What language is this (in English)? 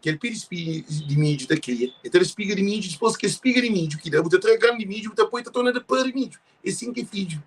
Kabuverdianu